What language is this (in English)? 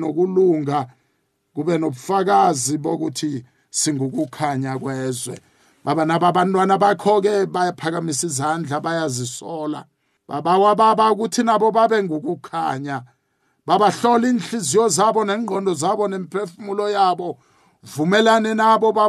South Ndebele